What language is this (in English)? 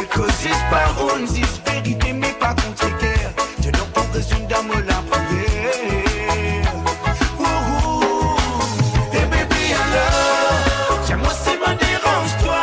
Morisyen